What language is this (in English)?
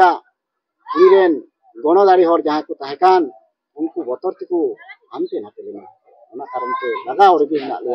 Santali